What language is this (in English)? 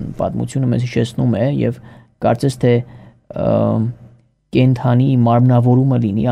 Armenian